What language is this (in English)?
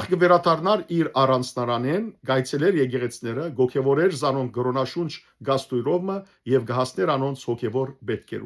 Western Armenian